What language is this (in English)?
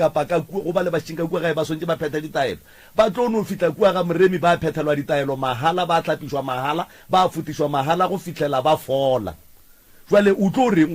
Northern Sotho